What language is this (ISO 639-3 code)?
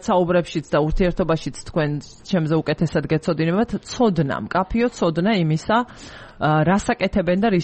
kat